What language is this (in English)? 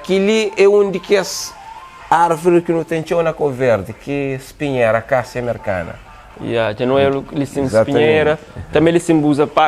Kabuverdianu